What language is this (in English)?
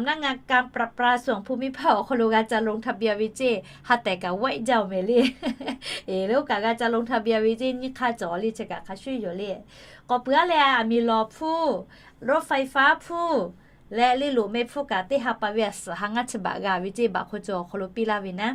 Lahu